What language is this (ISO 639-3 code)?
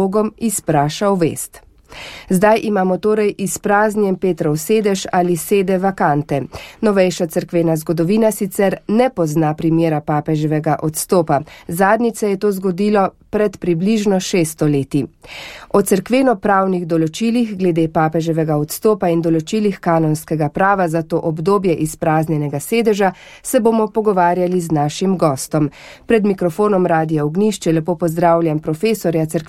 slv